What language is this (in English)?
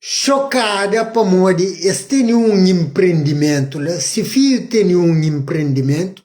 Kabuverdianu